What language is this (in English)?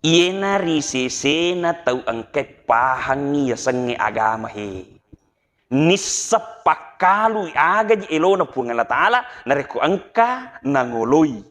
Buginese